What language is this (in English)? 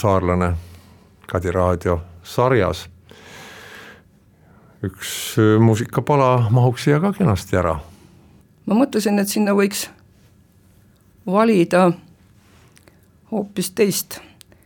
Estonian